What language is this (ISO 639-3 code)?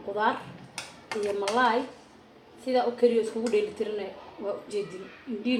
som